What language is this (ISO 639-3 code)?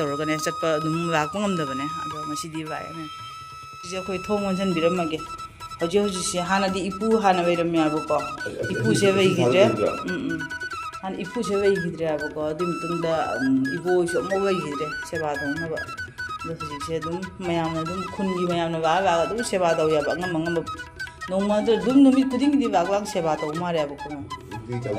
mni